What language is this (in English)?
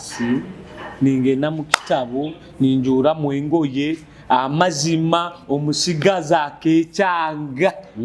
Nyoro